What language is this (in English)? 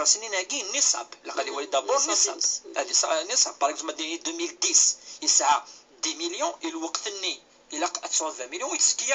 Kabyle